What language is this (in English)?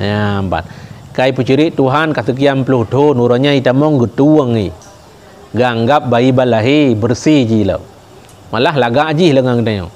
Achinese